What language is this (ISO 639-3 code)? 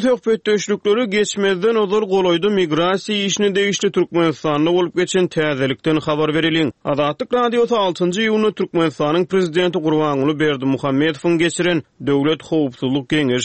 tuk